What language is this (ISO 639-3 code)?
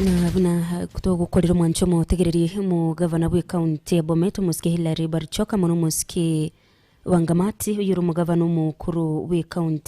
guz